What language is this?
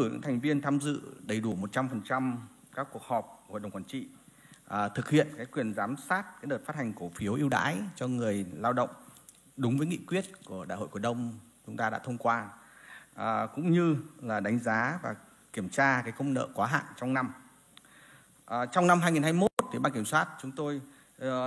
Vietnamese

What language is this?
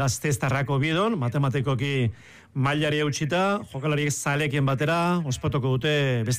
Basque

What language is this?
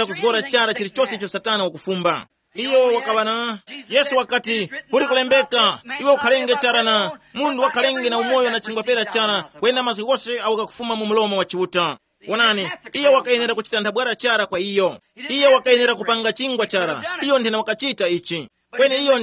Tumbuka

